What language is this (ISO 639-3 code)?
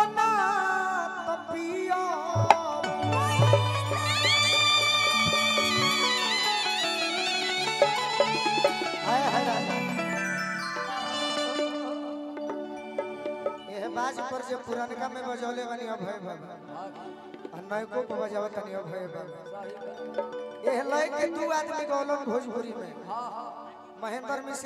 bho